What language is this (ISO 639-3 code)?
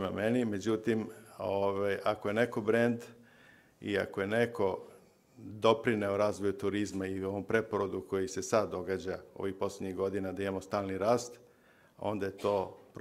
srp